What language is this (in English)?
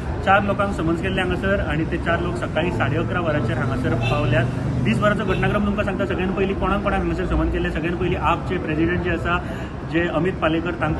Konkani